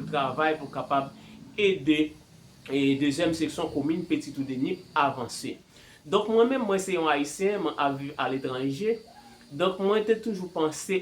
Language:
Haitian Creole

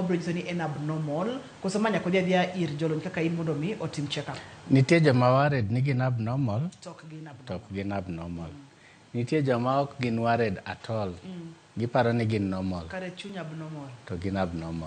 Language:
Luo (Kenya and Tanzania)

